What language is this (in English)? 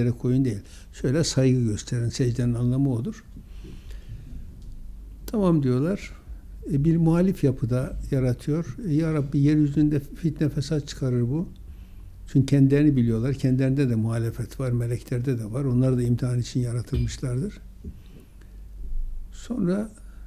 Turkish